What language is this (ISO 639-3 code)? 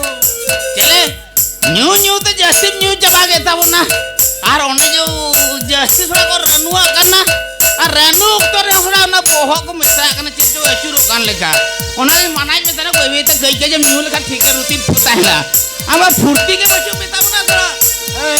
sat